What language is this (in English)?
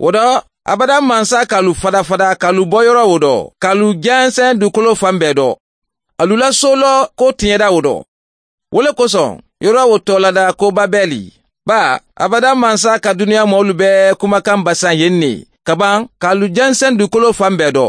Mandingo